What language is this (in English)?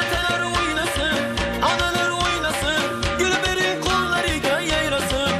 Turkmen